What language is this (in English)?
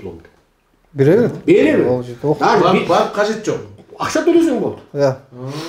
Kazakh